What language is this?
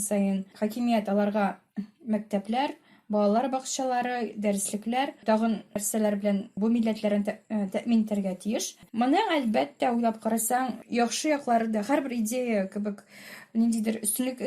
Tatar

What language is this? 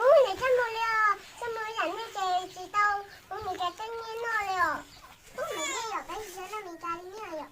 Hmong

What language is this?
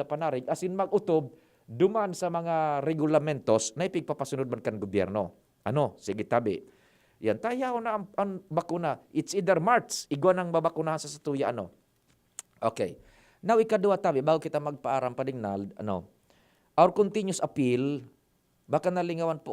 Bikol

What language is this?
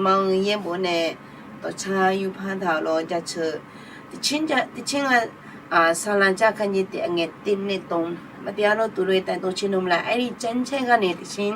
Akha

